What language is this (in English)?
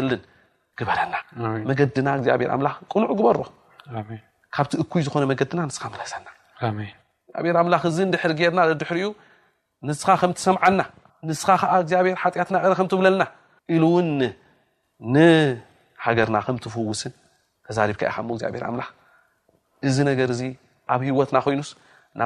Tigrinya